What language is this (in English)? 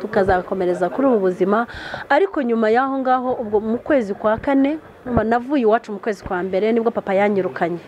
Kinyarwanda